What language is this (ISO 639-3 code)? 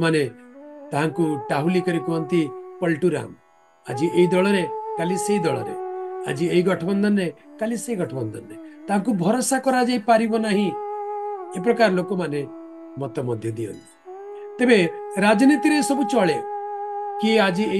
ori